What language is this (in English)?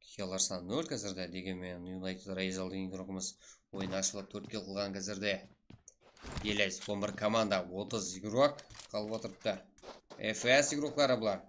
Kara-Kalpak